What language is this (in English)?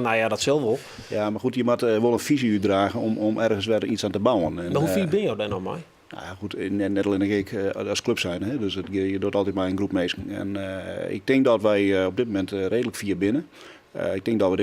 Western Frisian